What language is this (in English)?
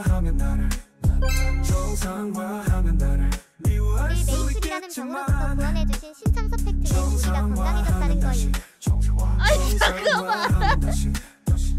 Korean